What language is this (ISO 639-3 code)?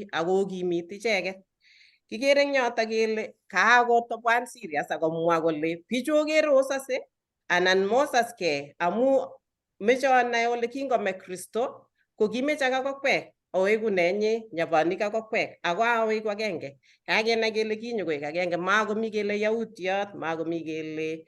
kln